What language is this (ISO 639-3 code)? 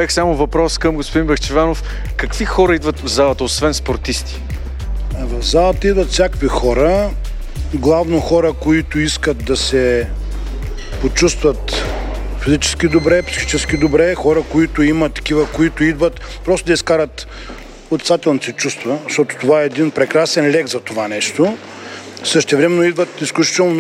bul